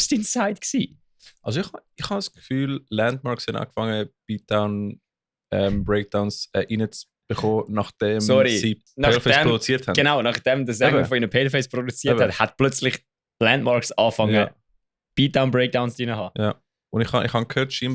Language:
Swiss German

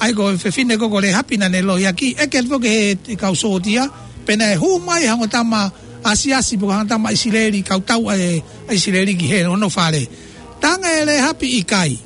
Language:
Tongan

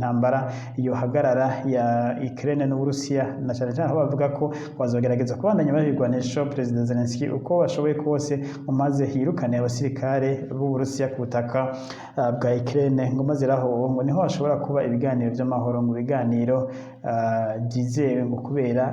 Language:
Rundi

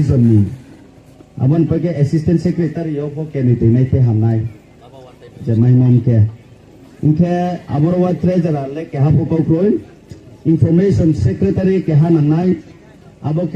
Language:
Riang (India)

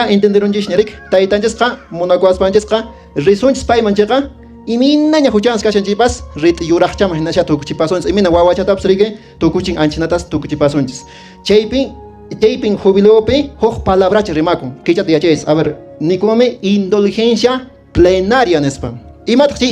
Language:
Quechua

